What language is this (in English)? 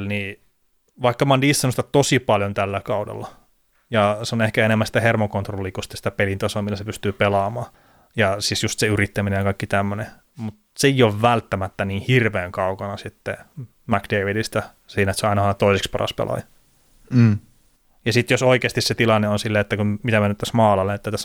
Finnish